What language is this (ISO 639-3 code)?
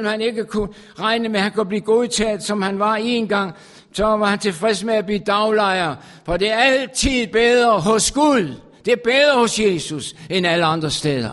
dan